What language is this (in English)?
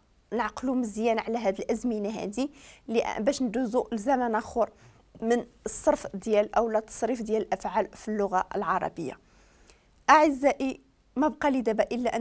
Moroccan Arabic